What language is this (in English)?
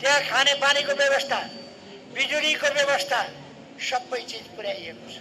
Nepali